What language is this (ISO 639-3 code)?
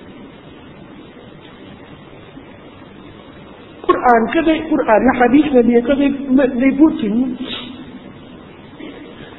tha